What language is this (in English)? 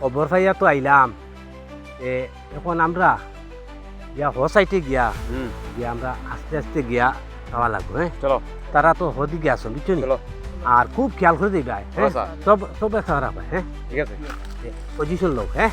Sylheti